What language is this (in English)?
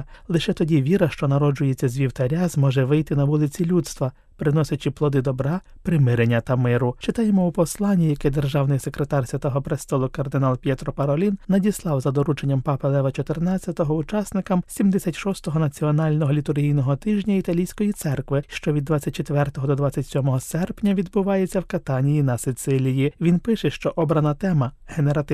Ukrainian